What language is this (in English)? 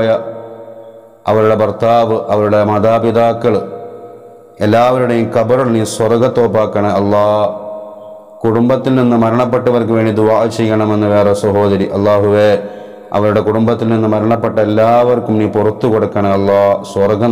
Malayalam